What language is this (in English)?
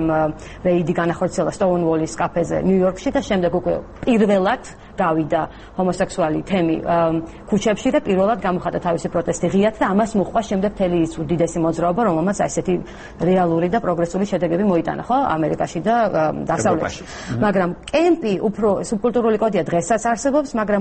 Georgian